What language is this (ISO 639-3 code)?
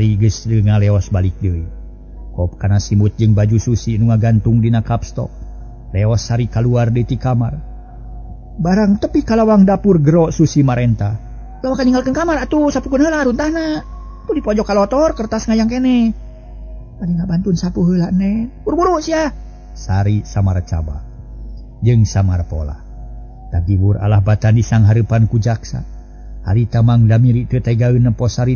sun